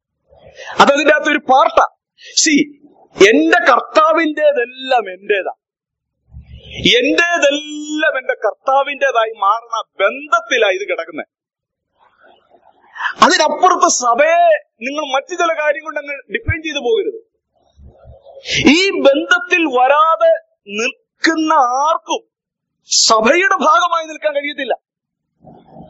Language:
Malayalam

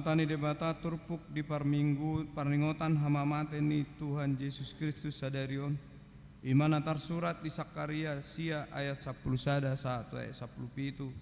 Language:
Batak Toba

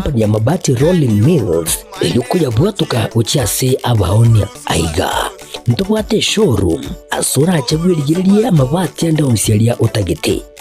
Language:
Gusii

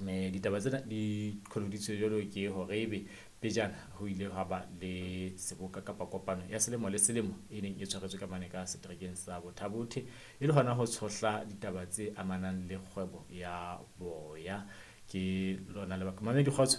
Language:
Southern Sotho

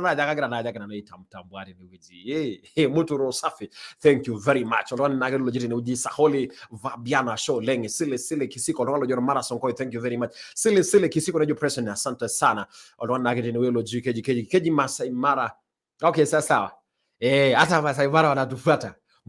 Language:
Masai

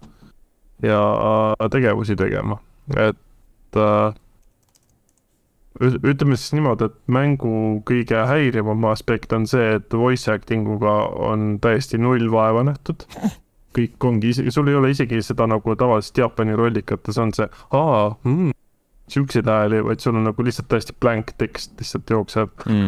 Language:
Estonian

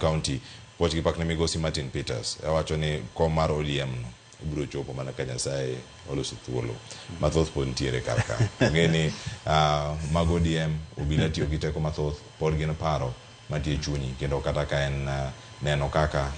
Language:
Luo (Kenya and Tanzania)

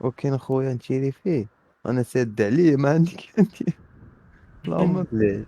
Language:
Moroccan Arabic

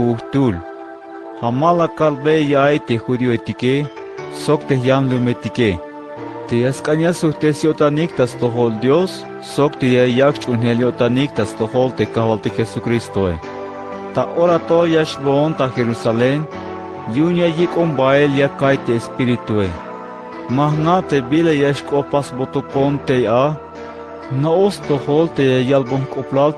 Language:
Tzeltal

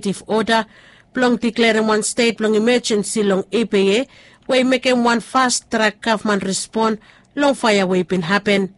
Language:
Bislama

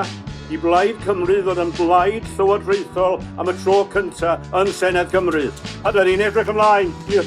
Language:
Welsh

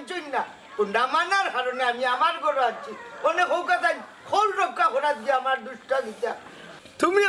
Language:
Sylheti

